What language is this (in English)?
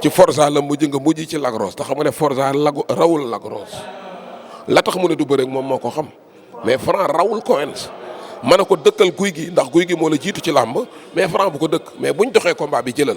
Wolof